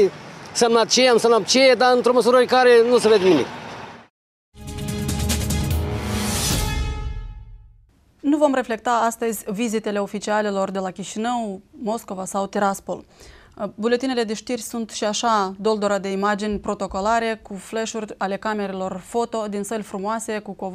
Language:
Romanian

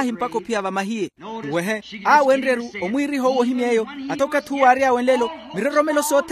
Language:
Makhuwa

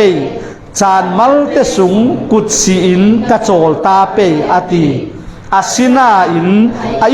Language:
Falam Chin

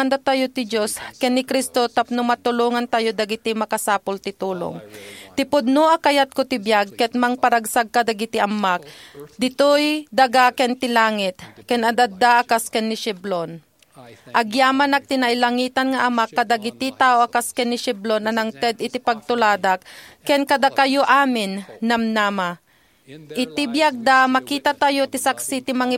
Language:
Iloko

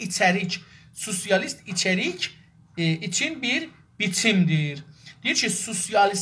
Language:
South Azerbaijani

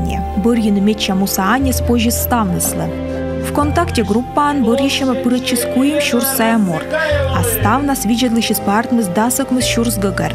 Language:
Komi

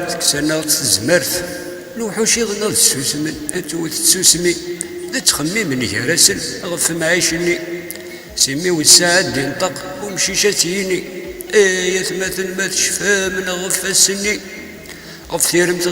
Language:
Kabyle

